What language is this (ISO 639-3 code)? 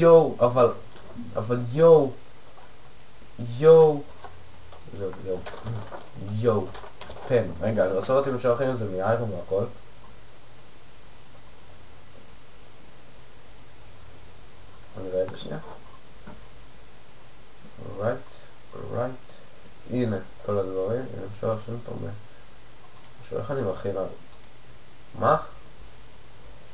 heb